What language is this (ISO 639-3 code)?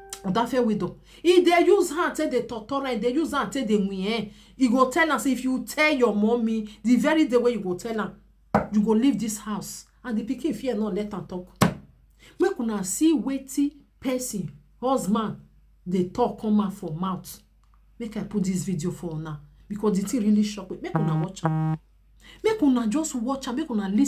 pcm